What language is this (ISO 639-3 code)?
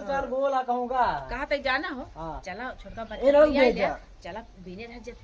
awa